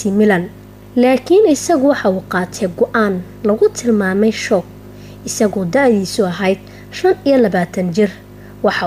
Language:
Somali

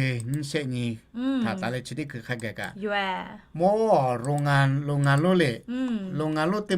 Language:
Lahu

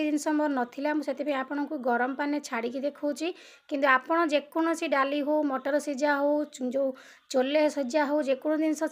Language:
Odia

